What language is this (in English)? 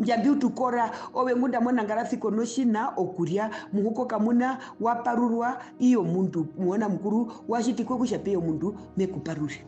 Herero